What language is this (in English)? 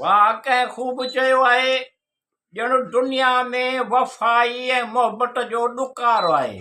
Sindhi